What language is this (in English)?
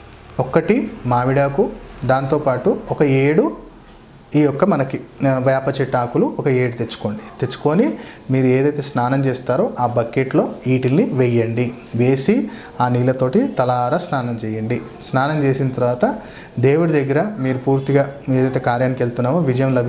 Telugu